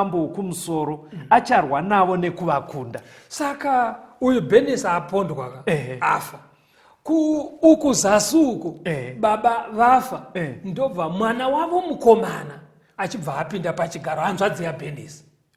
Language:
Shona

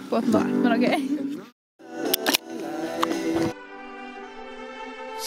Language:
Norwegian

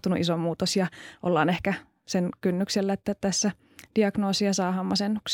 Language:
Finnish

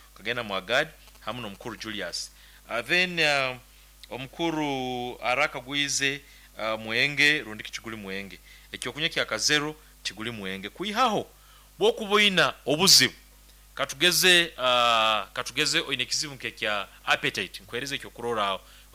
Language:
Nyoro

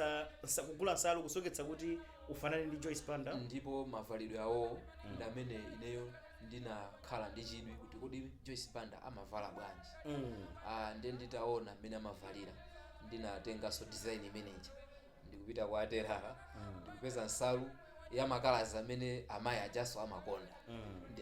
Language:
Nyanja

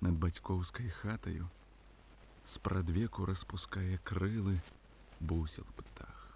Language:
Belarusian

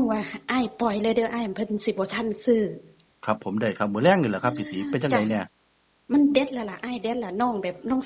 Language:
Northeastern Thai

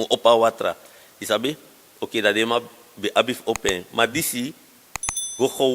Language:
Sranan Tongo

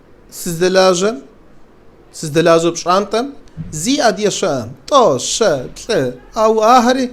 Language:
Kabardian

